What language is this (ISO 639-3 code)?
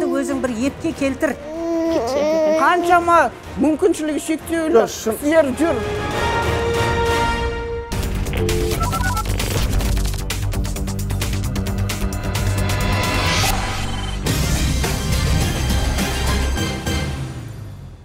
kaz